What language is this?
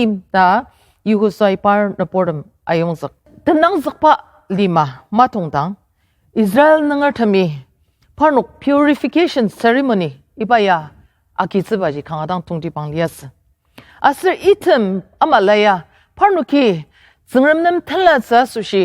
Ao Naga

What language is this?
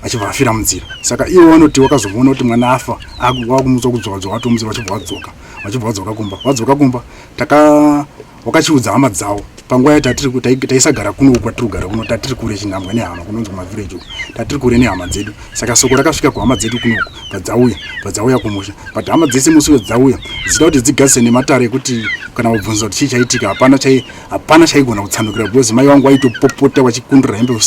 Shona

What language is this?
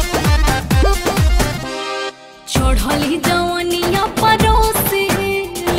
Bhojpuri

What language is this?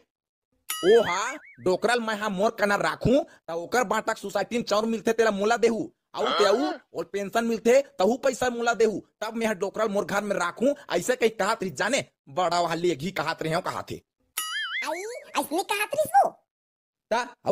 Chhattisgarhi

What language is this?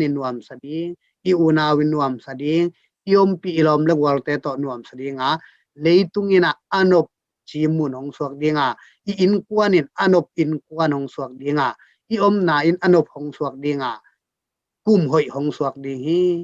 Tedim Chin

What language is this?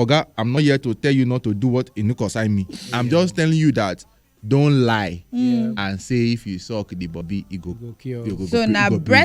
Nigerian Pidgin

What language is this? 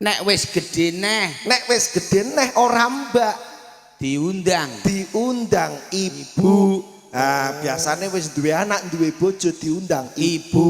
Javanese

